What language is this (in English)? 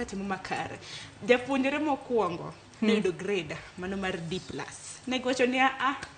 Luo (Kenya and Tanzania)